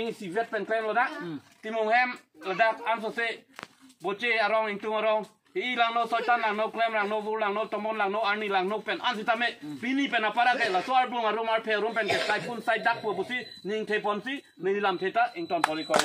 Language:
Karbi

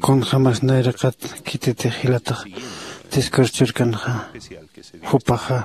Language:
Aymara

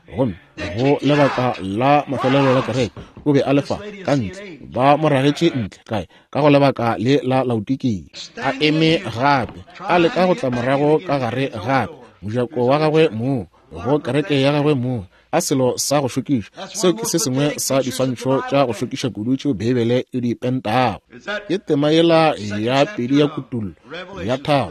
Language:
Northern Sotho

